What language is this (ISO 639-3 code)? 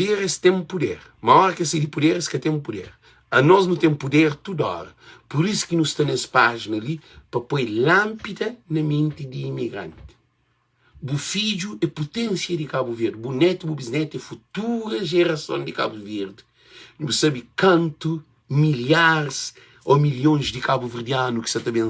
kea